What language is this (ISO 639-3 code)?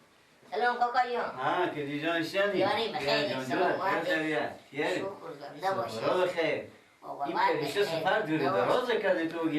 fas